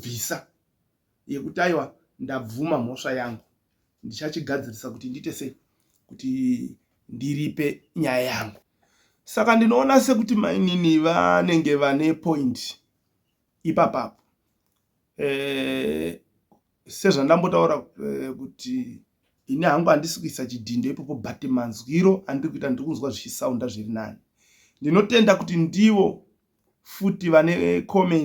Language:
Shona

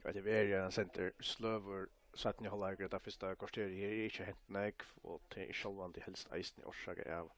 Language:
Faroese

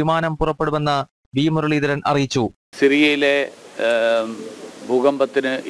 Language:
Malayalam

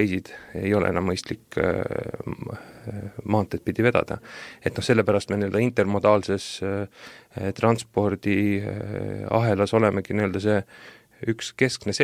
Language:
Estonian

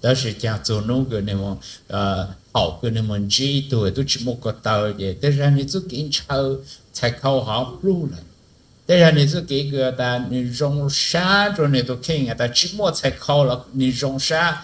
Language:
Hmong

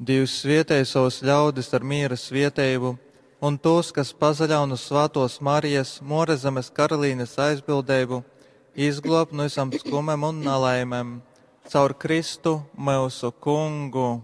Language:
Latgalian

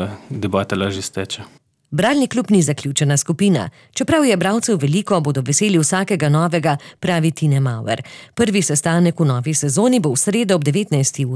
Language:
Slovenian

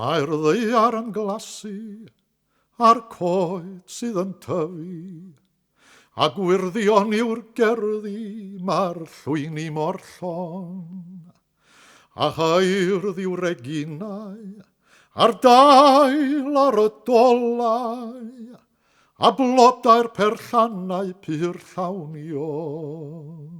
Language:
Welsh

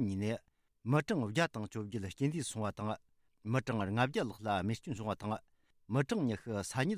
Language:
Tibetan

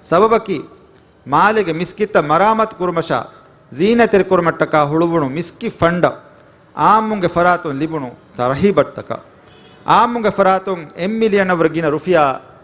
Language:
Divehi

